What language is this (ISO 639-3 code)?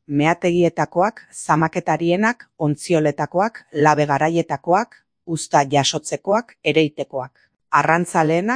eus